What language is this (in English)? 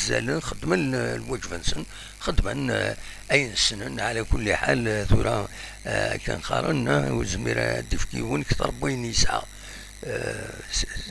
Kabyle